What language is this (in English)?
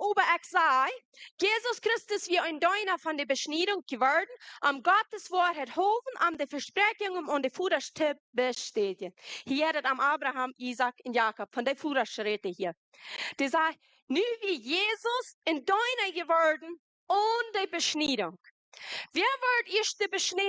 Plautdietsch